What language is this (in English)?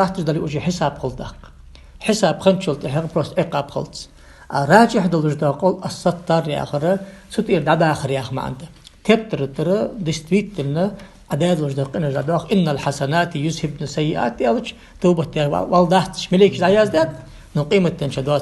Ingush